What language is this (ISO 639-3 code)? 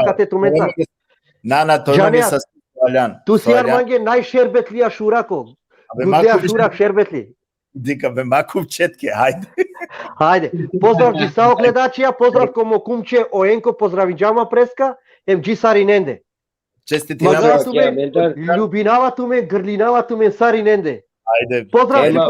rmn